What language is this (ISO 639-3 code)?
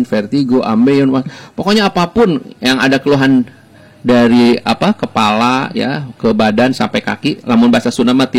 ind